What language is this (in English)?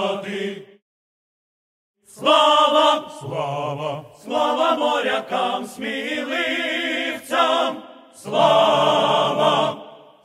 Ukrainian